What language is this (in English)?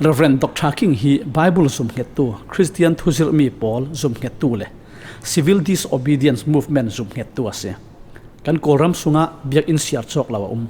Falam Chin